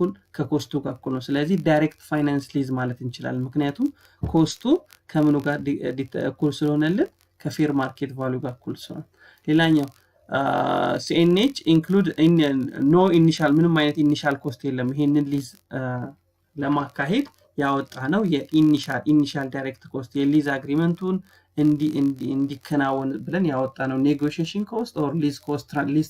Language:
Amharic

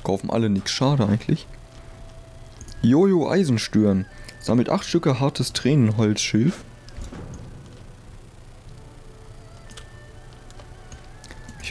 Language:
German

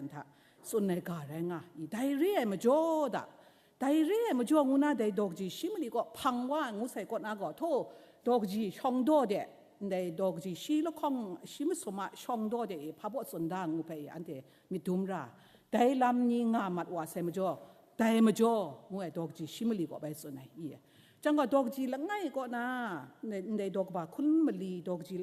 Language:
Kachin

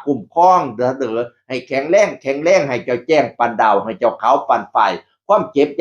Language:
Northeastern Thai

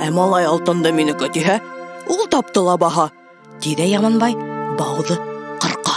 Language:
Bashkir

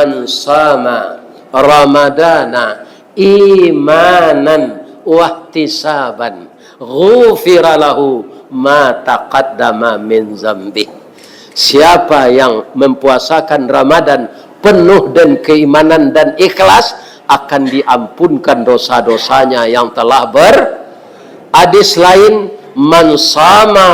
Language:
Minangkabau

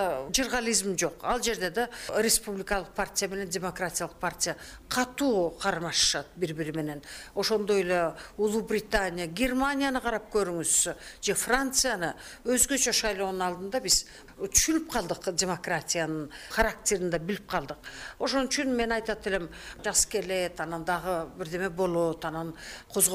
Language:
Kyrgyz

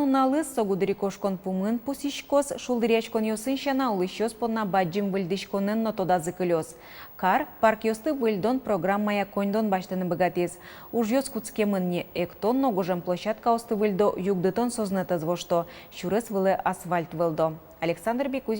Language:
Udmurt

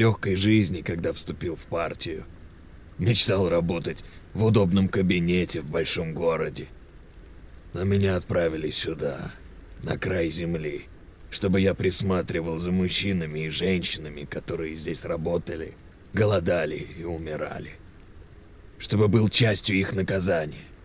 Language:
Russian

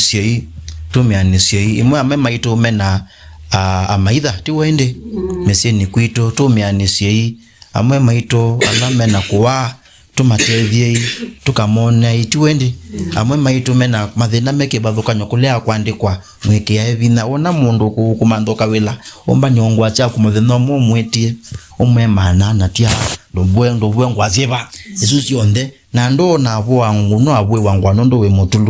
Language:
Kamba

